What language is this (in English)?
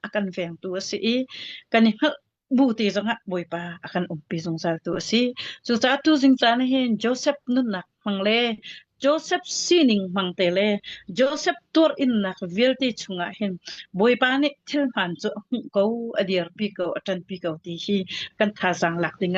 Hakha Chin